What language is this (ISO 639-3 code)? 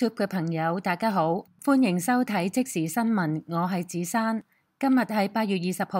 yue